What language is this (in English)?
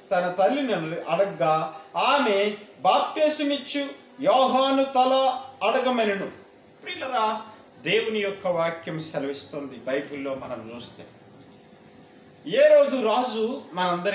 Telugu